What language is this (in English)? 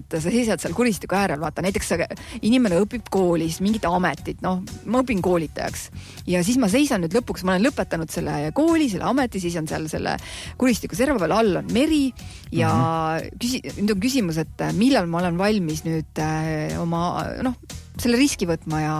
Estonian